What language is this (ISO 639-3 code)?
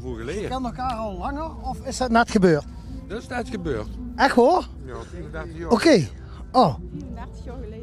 lim